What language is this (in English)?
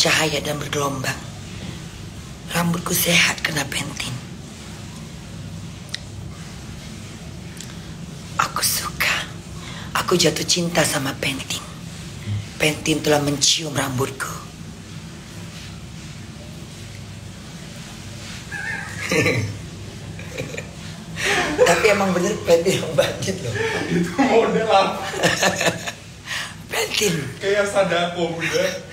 Indonesian